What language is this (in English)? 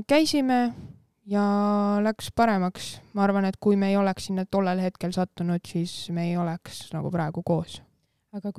Estonian